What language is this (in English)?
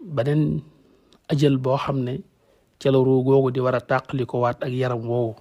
Wolof